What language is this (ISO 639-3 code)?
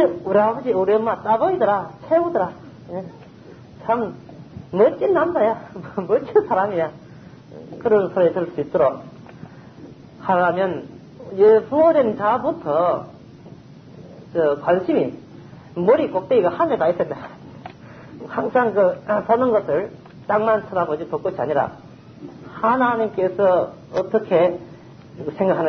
kor